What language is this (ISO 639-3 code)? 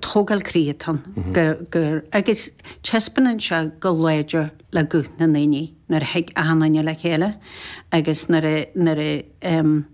gle